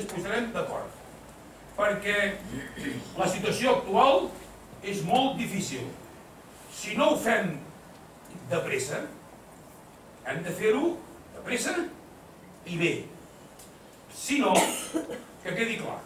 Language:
Catalan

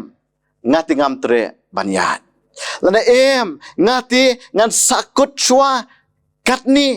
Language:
Khasi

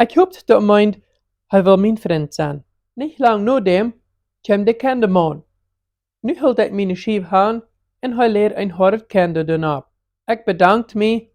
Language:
Plautdietsch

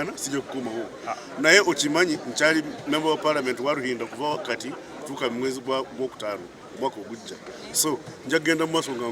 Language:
Ganda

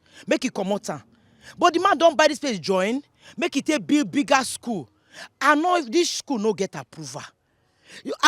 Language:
Nigerian Pidgin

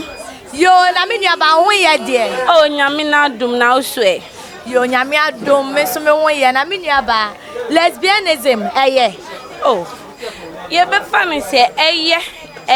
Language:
Akan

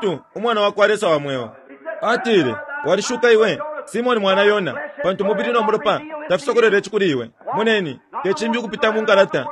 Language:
Bemba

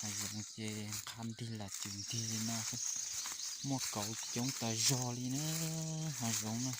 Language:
Hmong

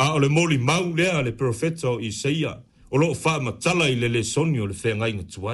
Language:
Samoan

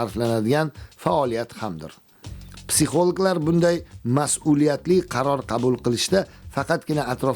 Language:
Uzbek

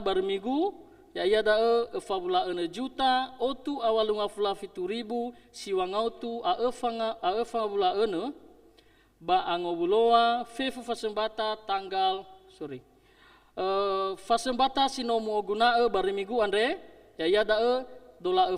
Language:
Nias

